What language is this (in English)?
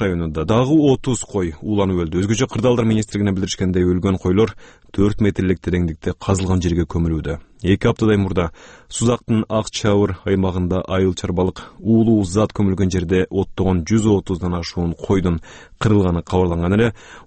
Kyrgyz